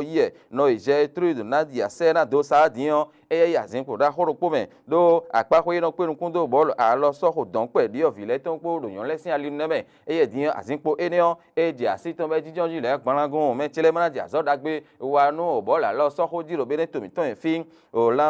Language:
Fon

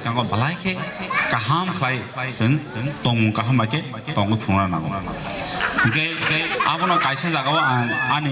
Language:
Kok Borok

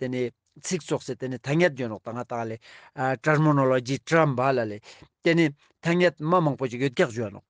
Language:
Ladakhi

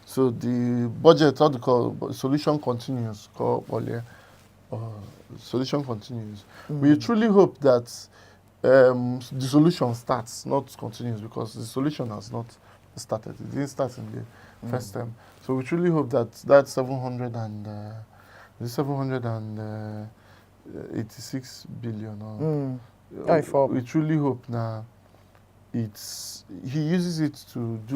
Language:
Igbo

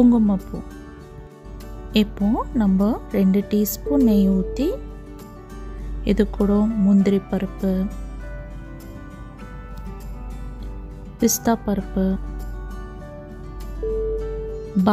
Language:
Tamil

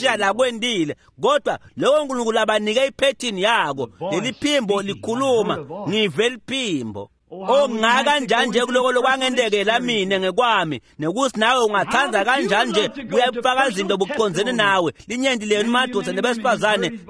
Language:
Swati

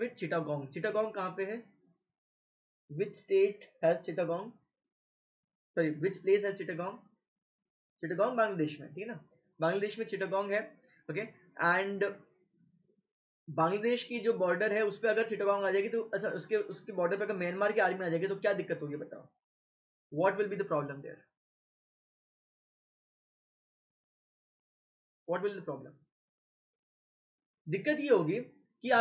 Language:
Hindi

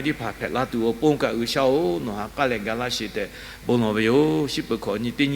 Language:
Lahu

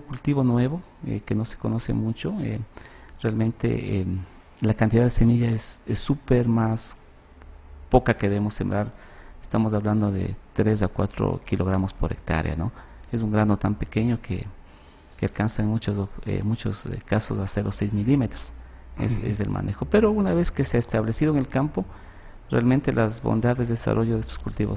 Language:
Spanish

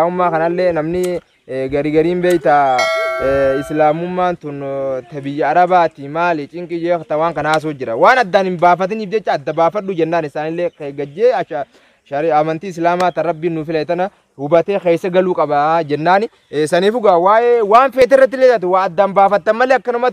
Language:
Oromo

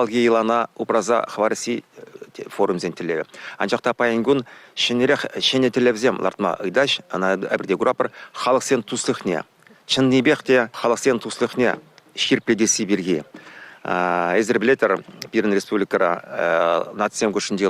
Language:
Chuvash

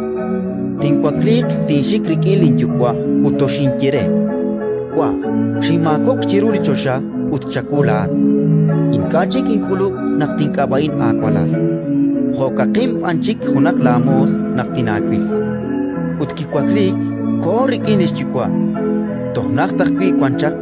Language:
Kekchí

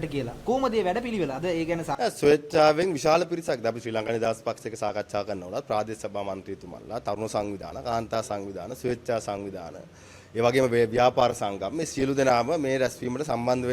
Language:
Sinhala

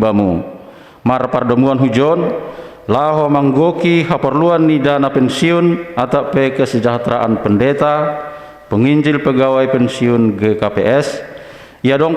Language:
Batak Simalungun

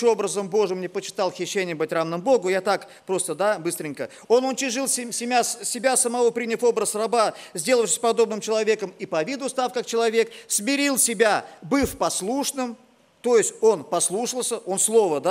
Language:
Russian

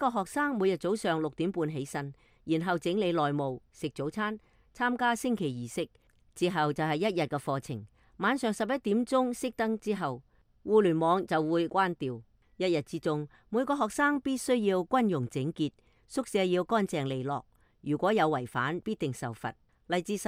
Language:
Cantonese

